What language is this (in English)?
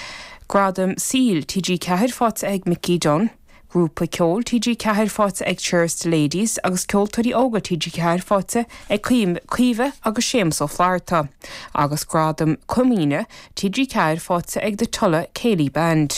Irish